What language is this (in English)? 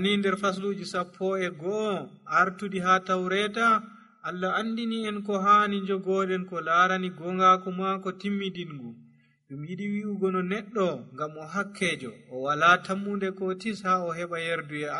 Nigerian Fulfulde